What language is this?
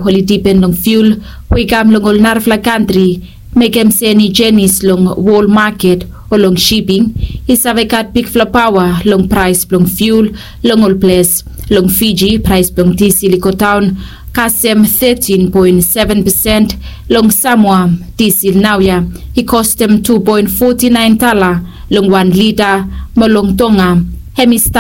Bislama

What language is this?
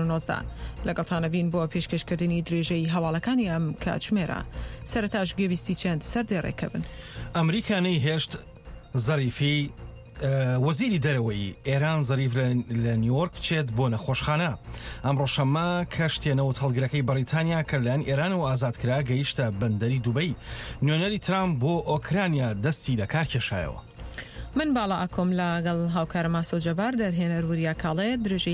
Central Kurdish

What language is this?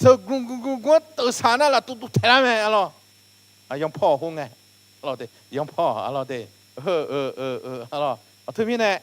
Akha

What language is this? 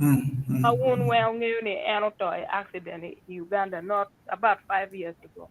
Acoli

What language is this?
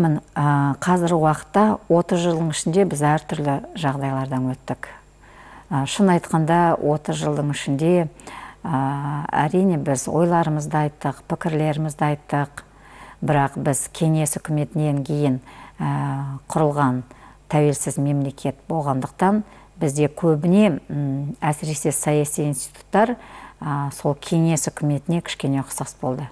Kazakh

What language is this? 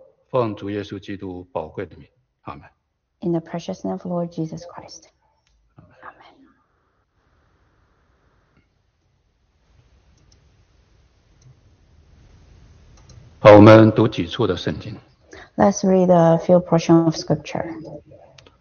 Chinese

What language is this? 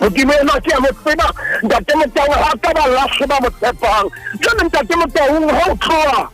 Southern Sotho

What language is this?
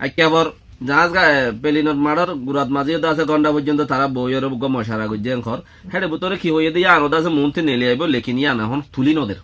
Rohingya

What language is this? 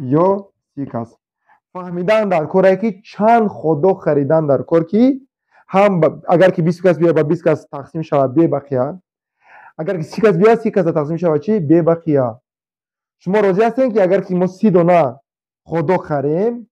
Tajik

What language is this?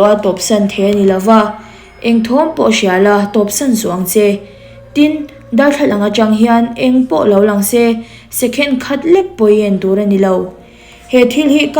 Mizo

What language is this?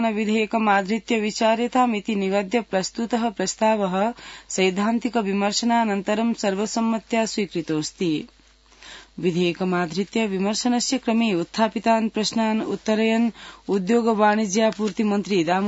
Sanskrit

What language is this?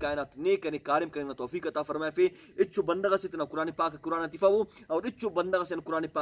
Brahui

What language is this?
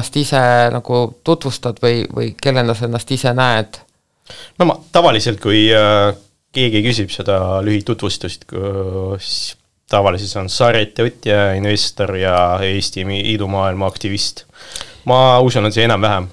Estonian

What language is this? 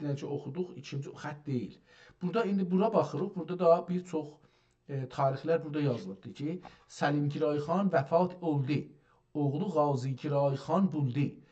South Azerbaijani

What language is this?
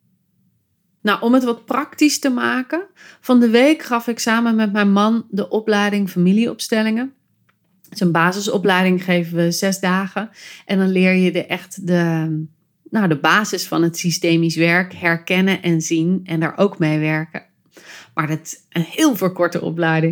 Dutch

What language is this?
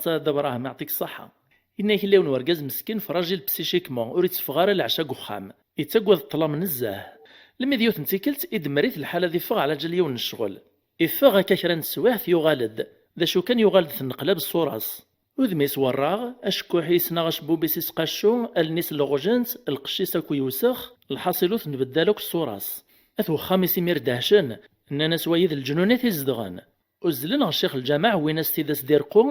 Kabyle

